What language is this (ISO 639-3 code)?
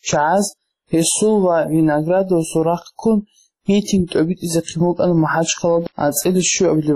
ava